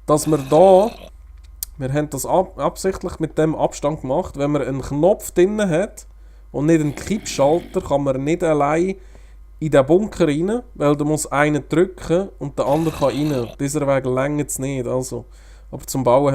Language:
Swiss German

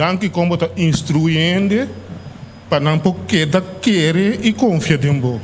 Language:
Papiamento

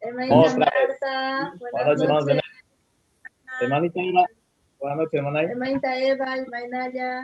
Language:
Quechua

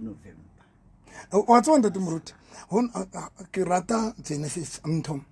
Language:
Southern Sotho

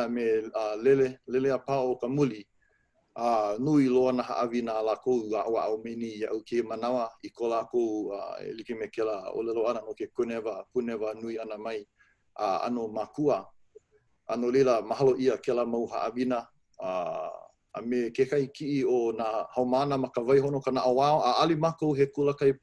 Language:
Hawaiian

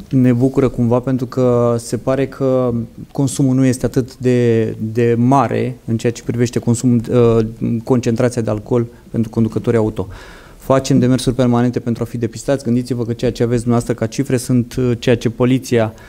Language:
Romanian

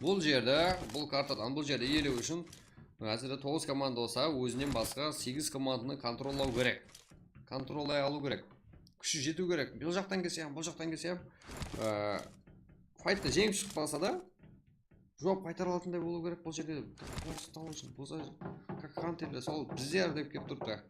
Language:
Kara-Kalpak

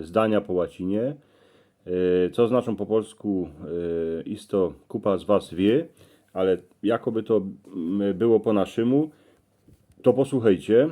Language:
Silesian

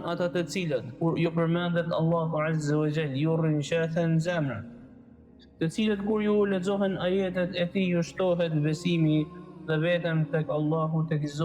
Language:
Albanian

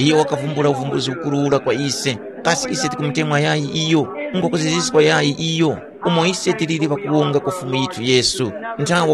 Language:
Tumbuka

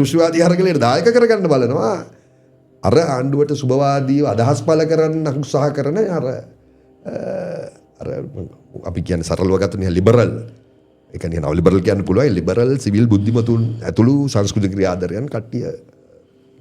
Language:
Sinhala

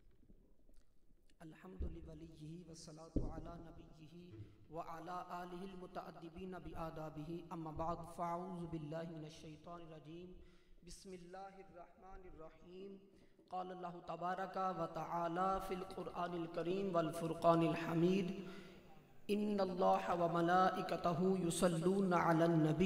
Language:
Urdu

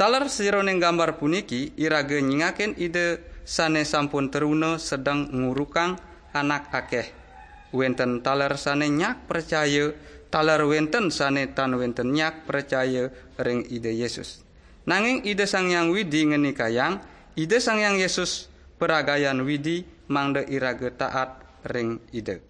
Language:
Balinese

